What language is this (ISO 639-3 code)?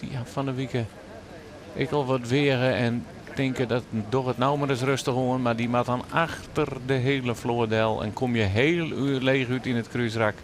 fry